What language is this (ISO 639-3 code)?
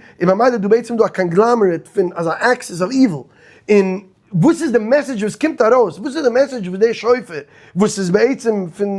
yid